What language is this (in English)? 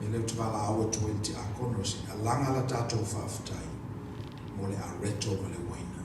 Samoan